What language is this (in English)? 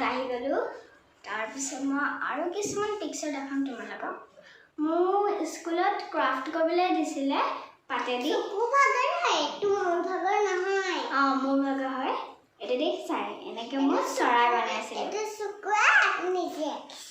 Assamese